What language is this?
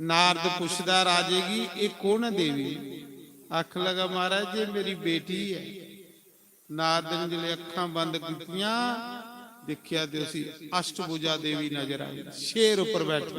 Dogri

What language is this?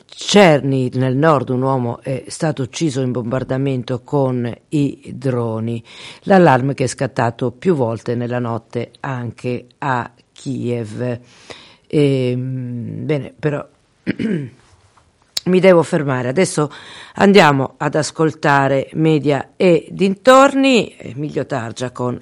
Italian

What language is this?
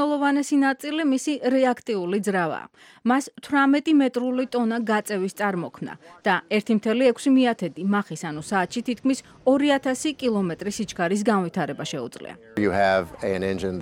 Georgian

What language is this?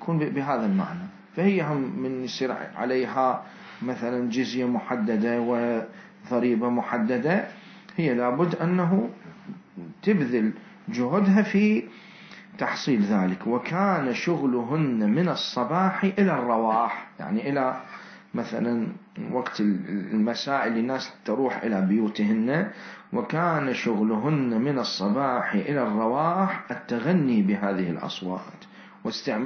Mesopotamian Arabic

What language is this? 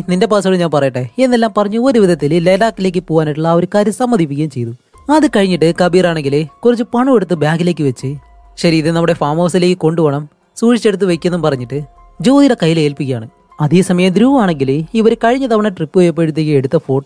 Malayalam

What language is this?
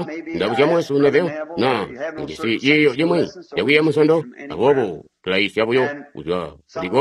Tonga (Zambia)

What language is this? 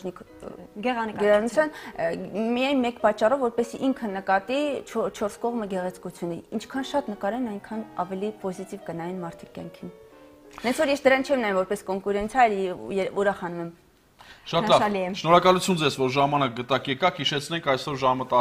Armenian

